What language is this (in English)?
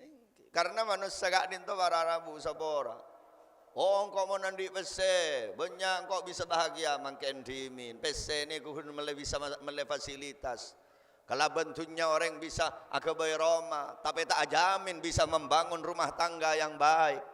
Madurese